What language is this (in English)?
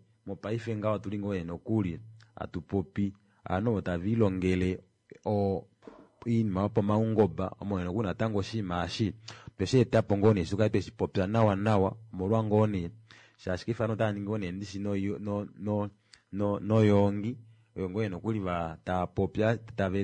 Kuanyama